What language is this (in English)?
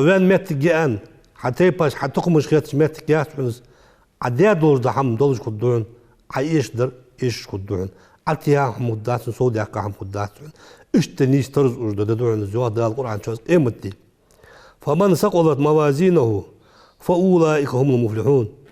Ingush